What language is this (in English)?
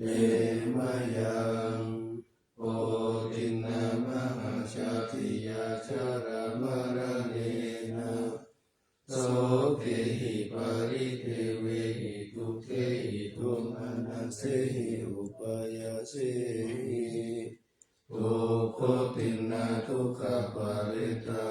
Pali